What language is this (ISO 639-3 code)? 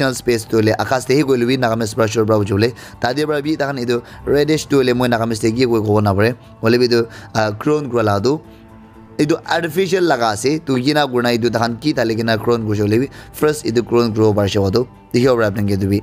nag